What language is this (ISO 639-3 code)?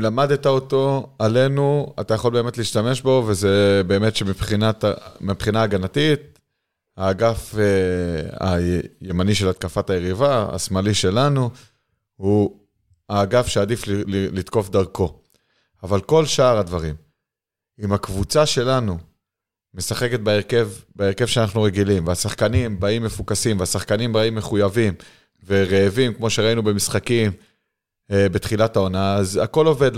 heb